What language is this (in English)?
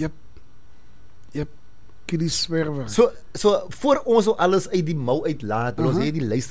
Afrikaans